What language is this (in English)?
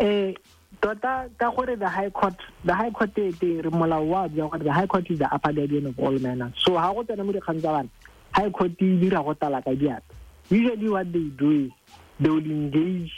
Tswana